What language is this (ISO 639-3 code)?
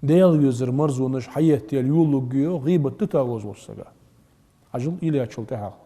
inh